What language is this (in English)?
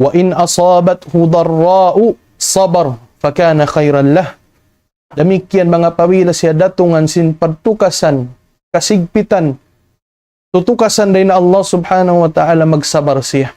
Tausug